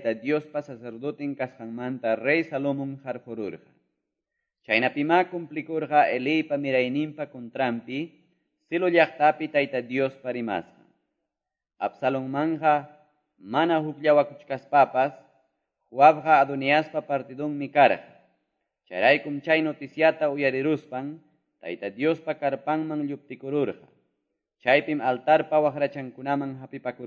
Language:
Quechua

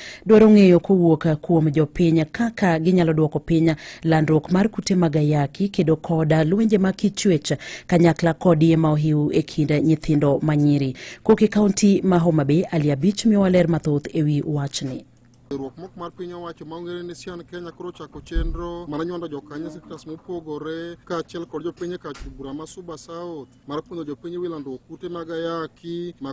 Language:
Luo (Kenya and Tanzania)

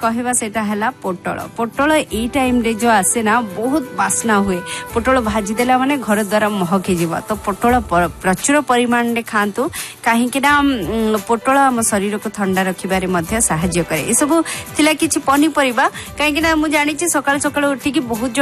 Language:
Odia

